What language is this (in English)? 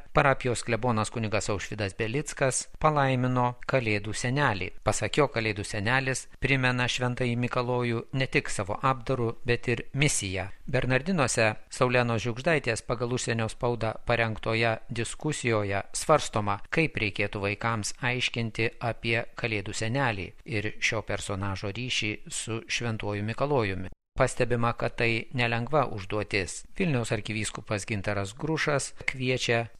Lithuanian